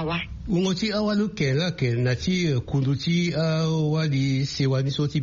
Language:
Sango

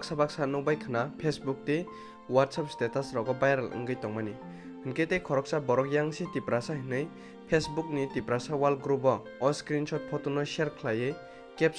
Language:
Kok Borok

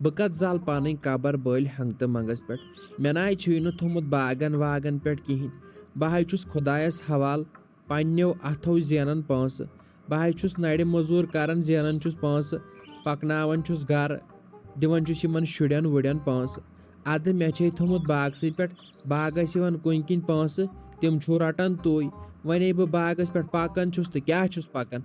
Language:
Kashmiri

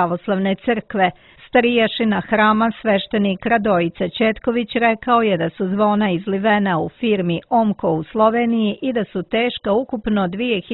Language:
Serbian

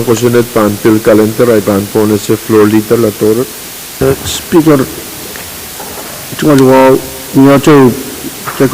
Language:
Pohnpeian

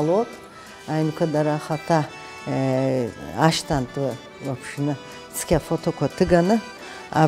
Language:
Abkhazian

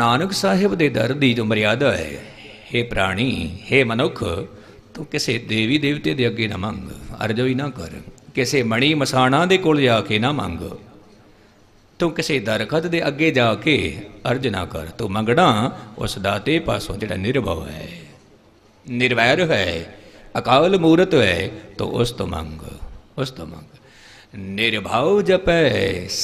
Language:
Punjabi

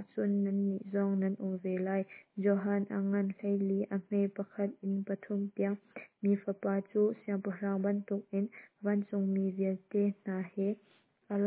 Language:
Hakha Chin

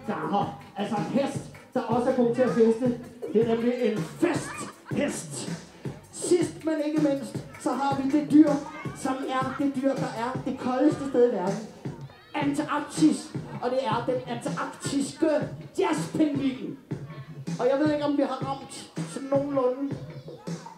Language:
Danish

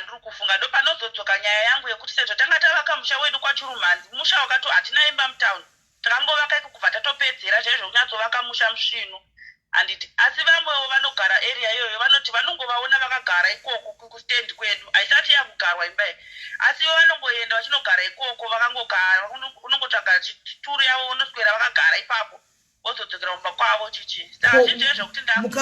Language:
Shona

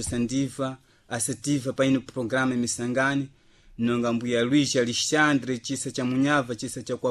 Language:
Sena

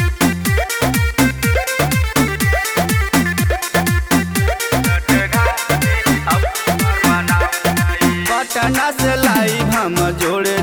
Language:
Bhojpuri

